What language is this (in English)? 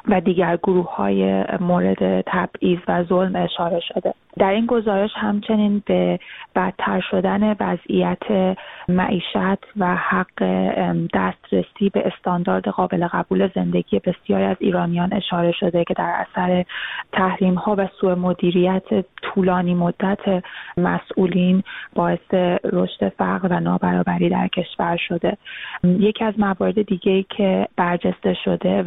Persian